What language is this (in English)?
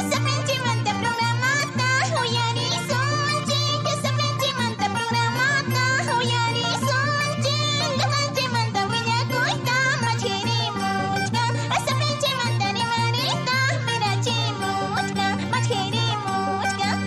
Ayacucho Quechua